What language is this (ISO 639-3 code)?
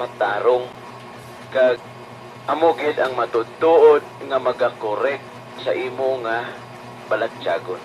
hil